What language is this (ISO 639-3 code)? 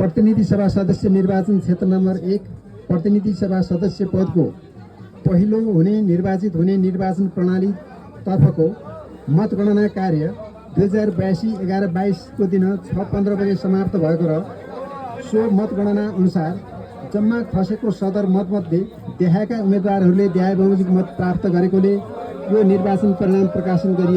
nep